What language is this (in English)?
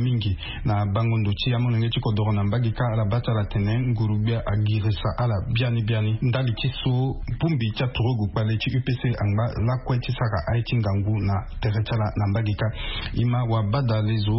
Sango